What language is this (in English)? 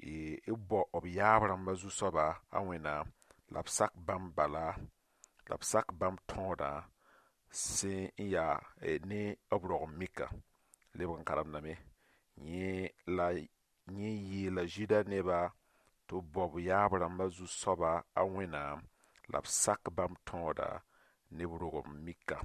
Mossi